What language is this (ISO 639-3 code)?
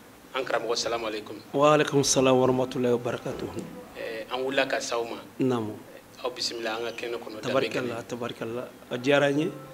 bam